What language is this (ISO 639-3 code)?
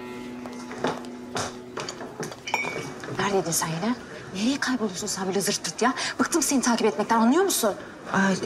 tur